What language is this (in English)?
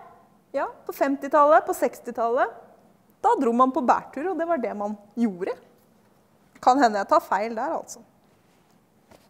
Norwegian